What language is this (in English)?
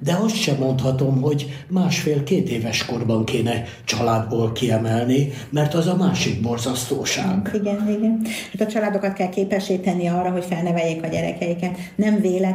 Hungarian